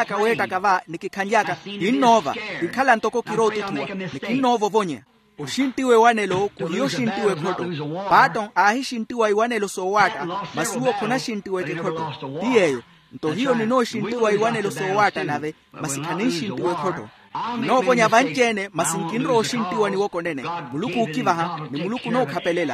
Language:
Makhuwa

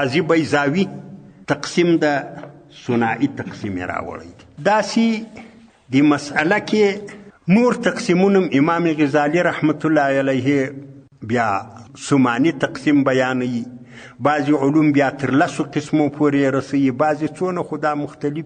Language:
Pashto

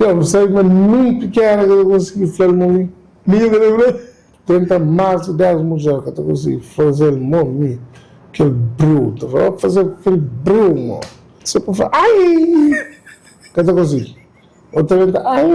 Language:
Kabuverdianu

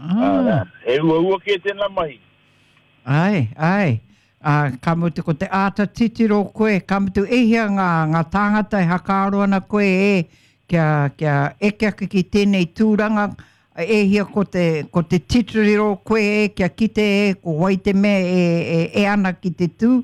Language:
Māori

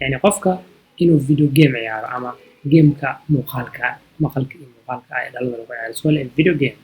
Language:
Somali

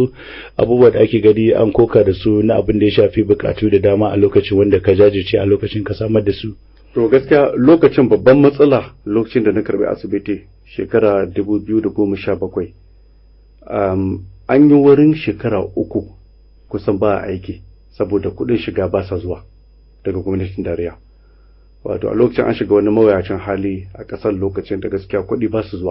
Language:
Hausa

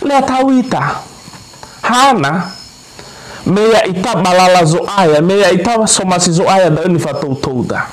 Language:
Nias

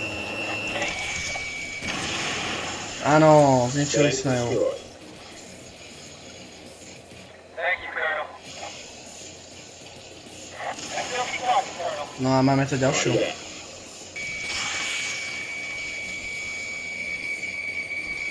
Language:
Slovak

